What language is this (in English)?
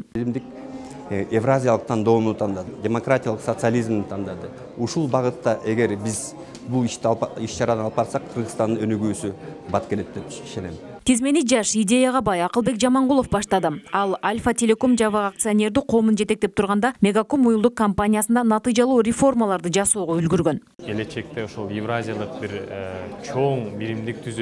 Kyrgyz